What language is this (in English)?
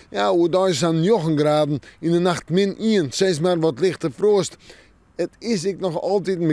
Western Frisian